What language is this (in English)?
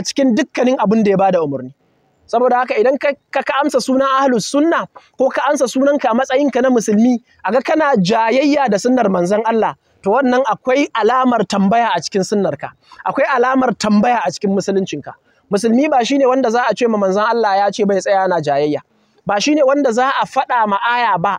Hausa